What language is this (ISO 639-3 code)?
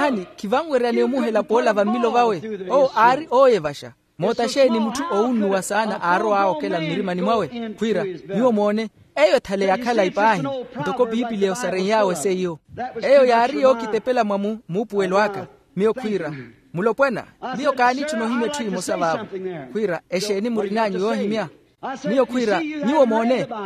vmw